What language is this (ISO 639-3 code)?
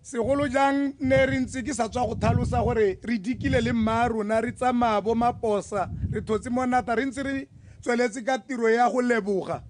tsn